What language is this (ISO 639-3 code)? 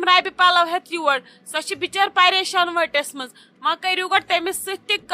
kas